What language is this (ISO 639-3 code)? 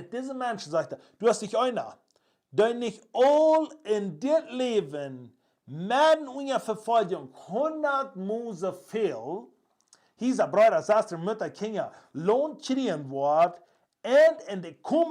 pdt